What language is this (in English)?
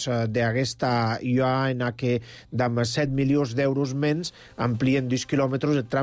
Catalan